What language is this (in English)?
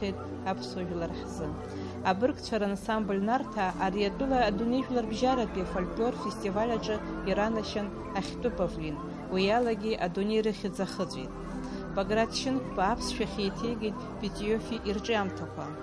Abkhazian